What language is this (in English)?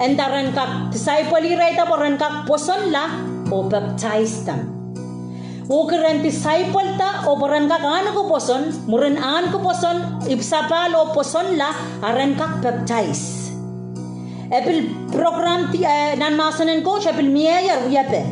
Pohnpeian